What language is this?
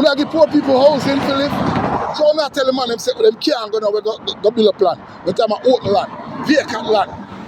Jamaican Creole English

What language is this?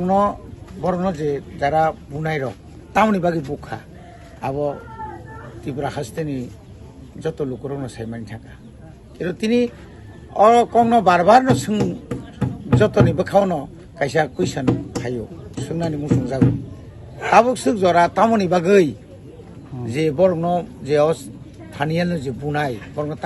Kok Borok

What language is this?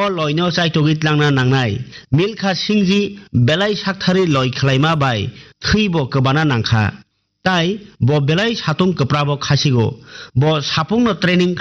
Kok Borok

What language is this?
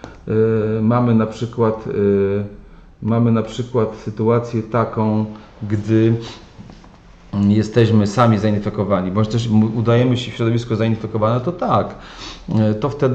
Polish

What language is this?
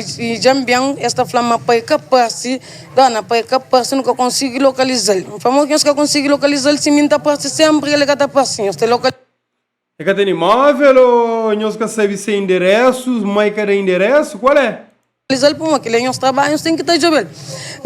Kabuverdianu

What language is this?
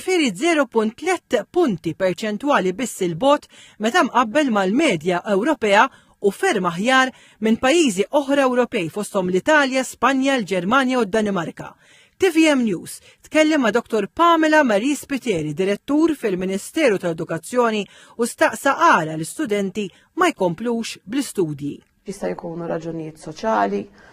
Maltese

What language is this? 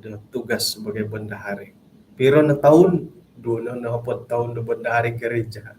Central Dusun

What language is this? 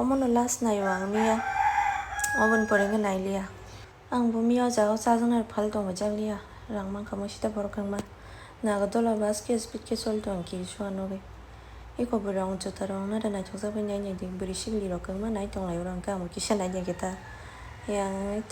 Kok Borok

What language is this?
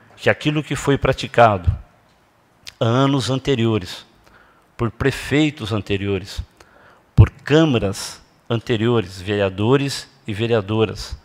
Portuguese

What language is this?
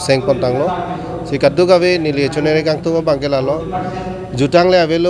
Karbi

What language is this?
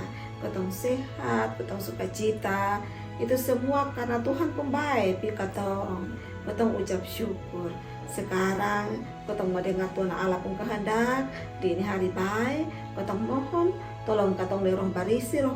Kupang Malay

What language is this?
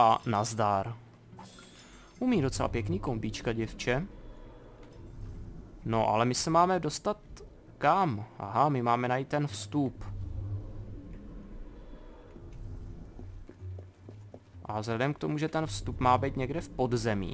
Czech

